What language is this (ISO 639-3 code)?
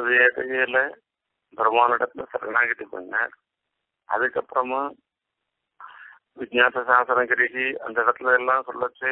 tam